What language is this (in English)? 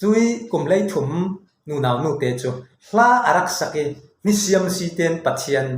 Falam Chin